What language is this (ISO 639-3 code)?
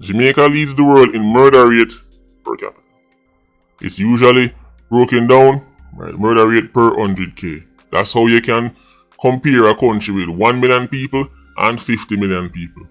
jam